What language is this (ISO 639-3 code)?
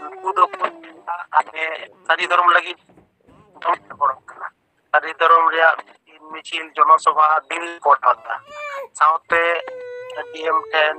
sat